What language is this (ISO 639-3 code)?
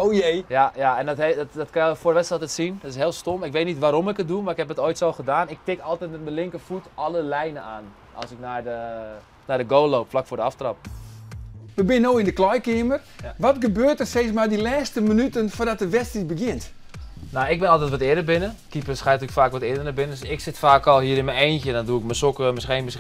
fry